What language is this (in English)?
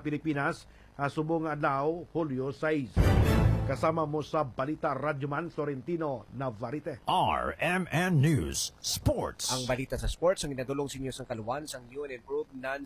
Hiligaynon